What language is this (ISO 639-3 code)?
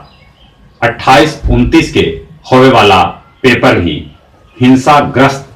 mag